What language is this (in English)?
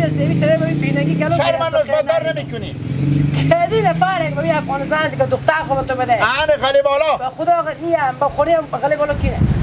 Hazaragi